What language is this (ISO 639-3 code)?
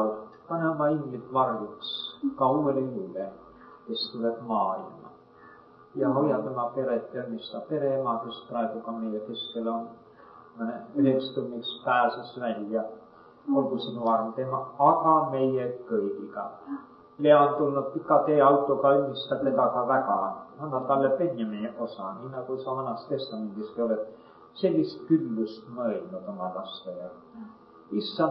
est